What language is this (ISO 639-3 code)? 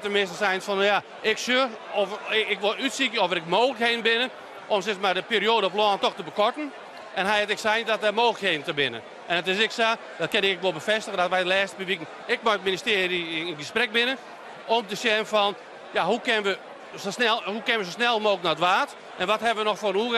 fry